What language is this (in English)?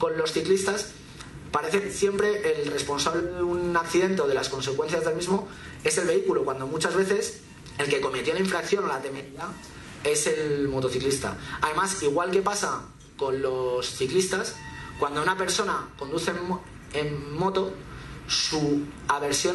Spanish